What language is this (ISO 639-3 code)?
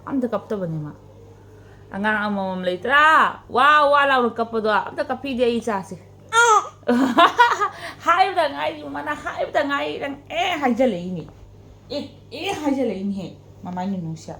mni